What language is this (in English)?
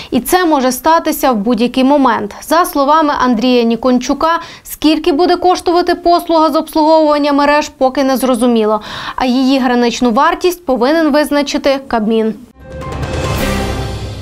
Ukrainian